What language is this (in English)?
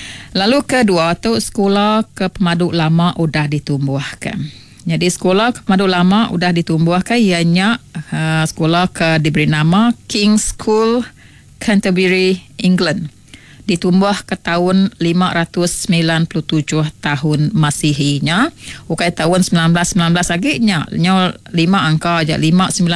Iban